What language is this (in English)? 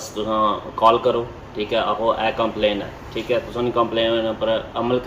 Pahari-Potwari